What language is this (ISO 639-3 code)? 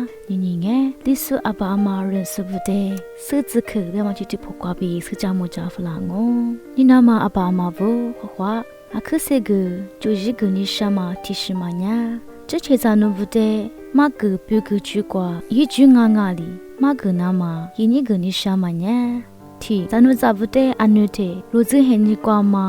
lis